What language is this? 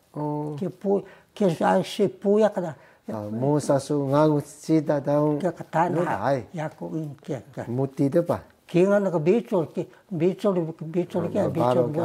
Taroko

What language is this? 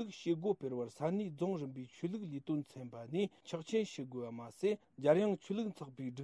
Tibetan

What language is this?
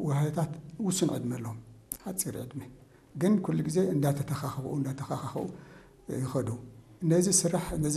Tigrinya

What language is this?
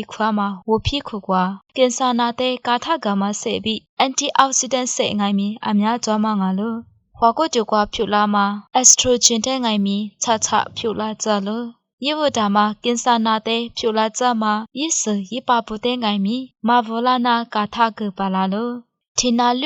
Lisu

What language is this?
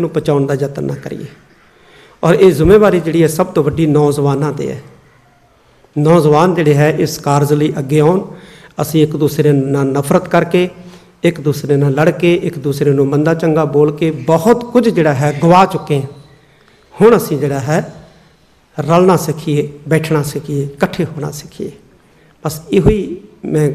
Punjabi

